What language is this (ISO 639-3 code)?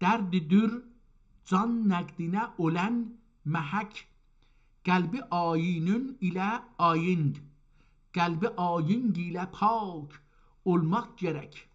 azb